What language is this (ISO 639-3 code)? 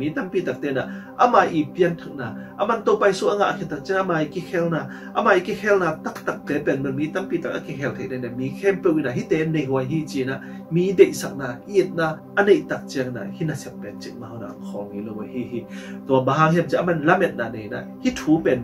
ctd